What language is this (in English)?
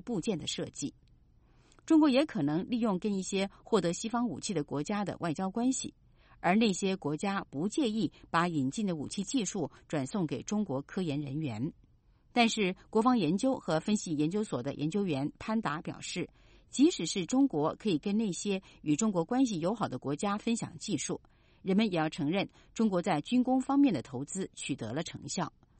Chinese